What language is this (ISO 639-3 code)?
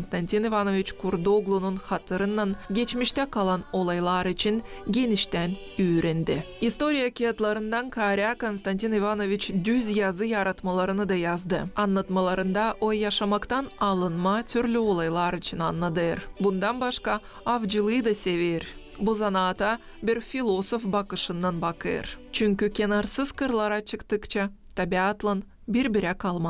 gag